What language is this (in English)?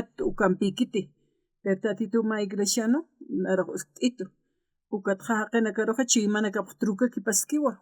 Aymara